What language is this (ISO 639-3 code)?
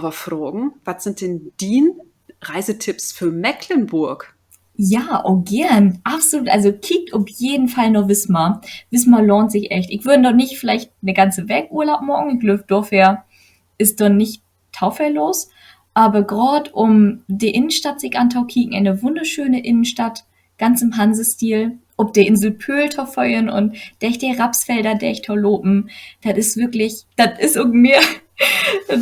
nds